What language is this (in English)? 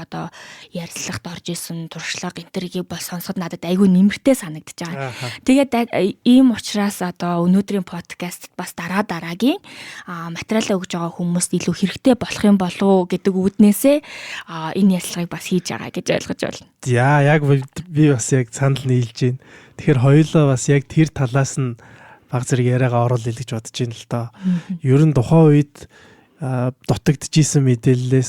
Mongolian